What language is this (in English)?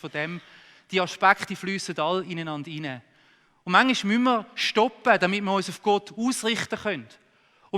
Swiss German